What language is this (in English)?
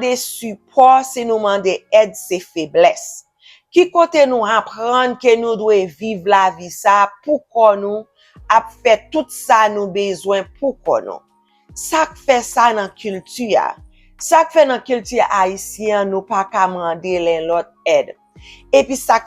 Haitian Creole